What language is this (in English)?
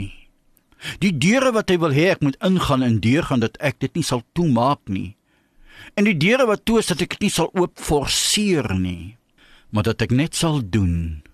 Afrikaans